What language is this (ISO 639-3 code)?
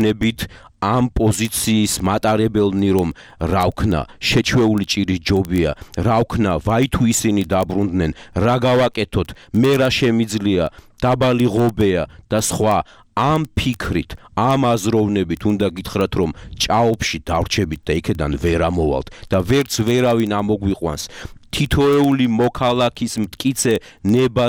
kat